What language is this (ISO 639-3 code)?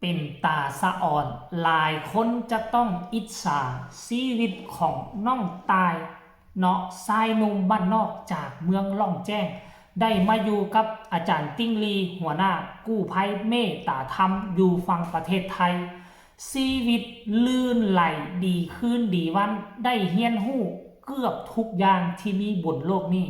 tts